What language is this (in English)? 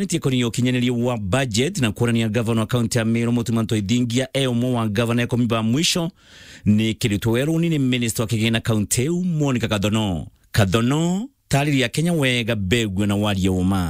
Meru